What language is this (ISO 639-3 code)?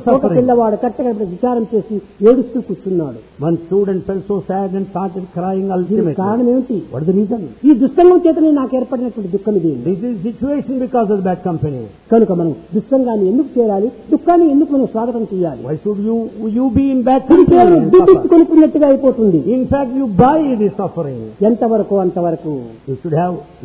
tel